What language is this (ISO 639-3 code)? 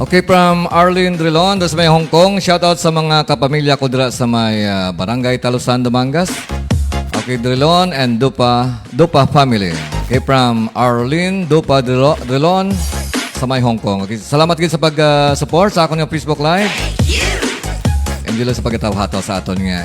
hil